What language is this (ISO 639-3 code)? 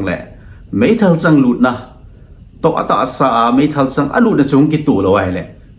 tcz